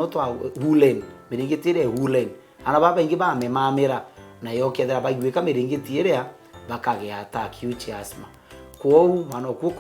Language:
Meru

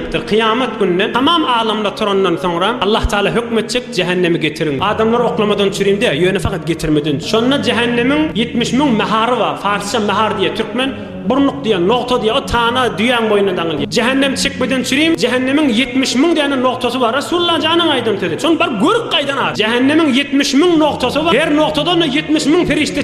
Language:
Turkmen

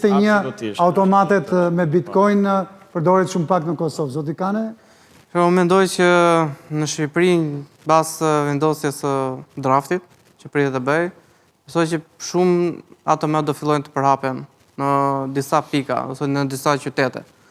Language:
Albanian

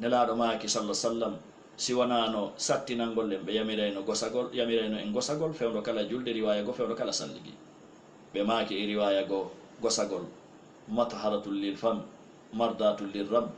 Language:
Fula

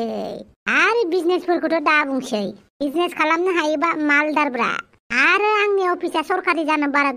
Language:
Bodo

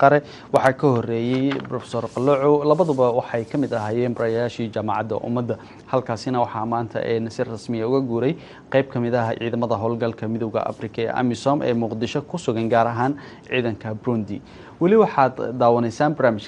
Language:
Somali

